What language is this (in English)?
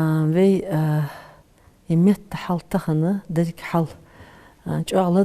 Ingush